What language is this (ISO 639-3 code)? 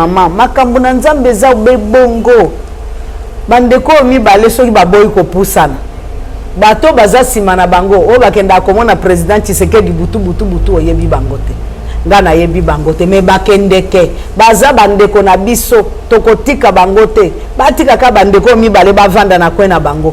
lin